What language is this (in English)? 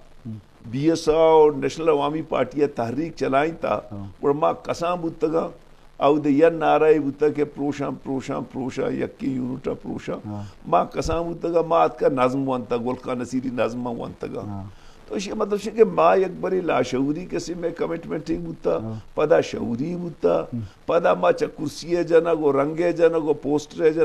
Baluchi